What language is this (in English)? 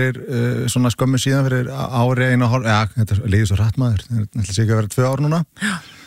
Icelandic